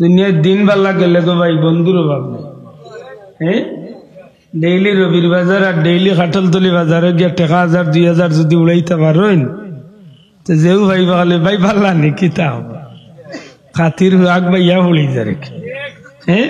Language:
Sylheti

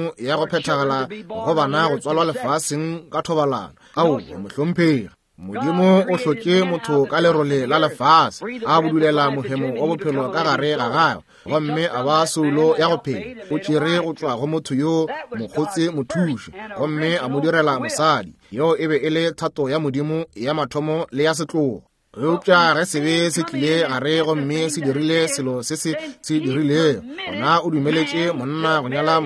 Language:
Northern Sotho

